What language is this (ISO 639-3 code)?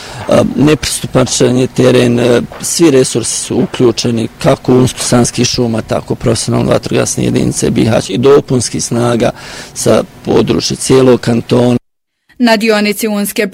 bos